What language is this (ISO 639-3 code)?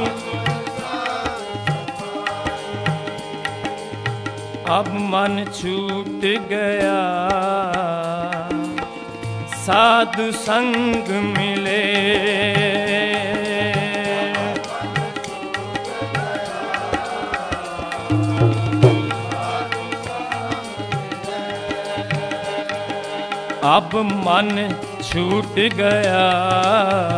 pan